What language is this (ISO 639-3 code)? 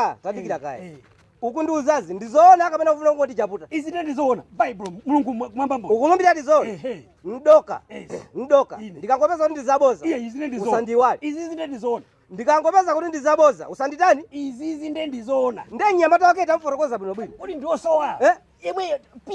nya